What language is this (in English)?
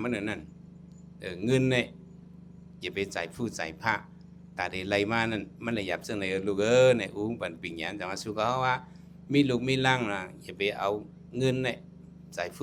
Shan